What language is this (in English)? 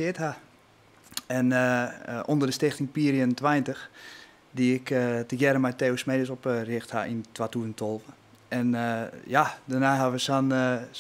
Western Frisian